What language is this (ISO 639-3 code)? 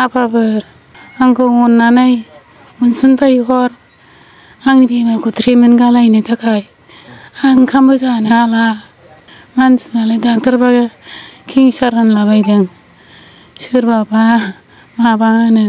brx